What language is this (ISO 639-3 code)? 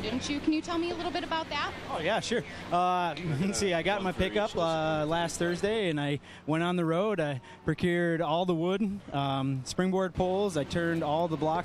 eng